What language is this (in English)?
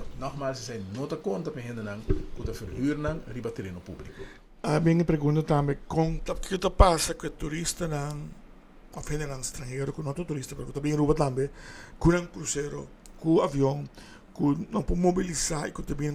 Papiamento